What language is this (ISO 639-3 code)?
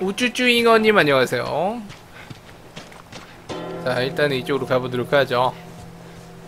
kor